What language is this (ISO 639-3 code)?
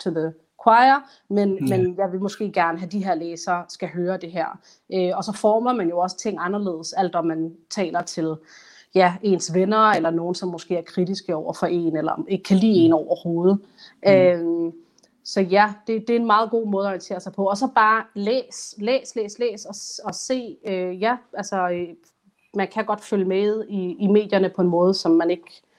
dan